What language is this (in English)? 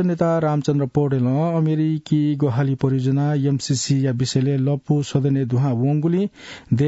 Newari